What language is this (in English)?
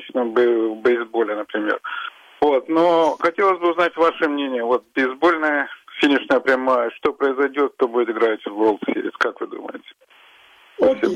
Russian